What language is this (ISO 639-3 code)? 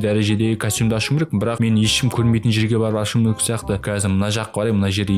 kaz